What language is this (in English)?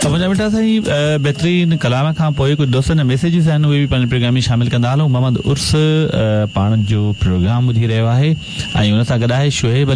Sindhi